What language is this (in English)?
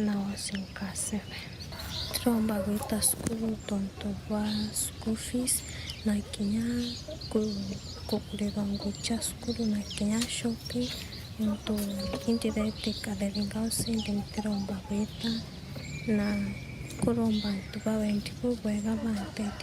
Meru